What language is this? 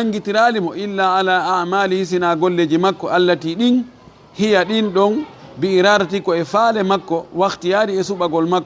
Fula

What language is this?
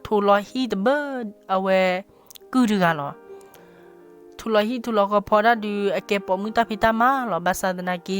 S'gaw Karen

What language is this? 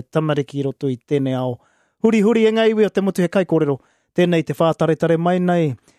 Māori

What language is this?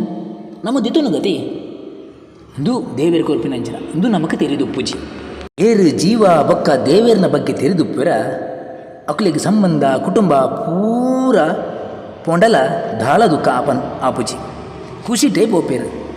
Tulu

